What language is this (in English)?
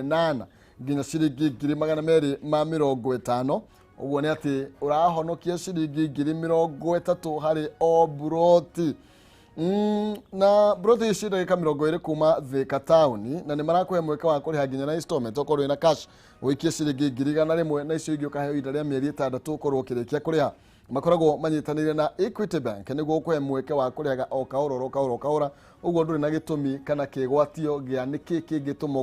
Kikuyu